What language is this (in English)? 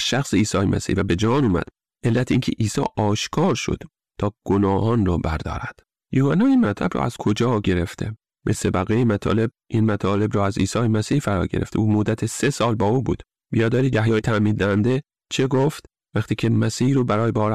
Persian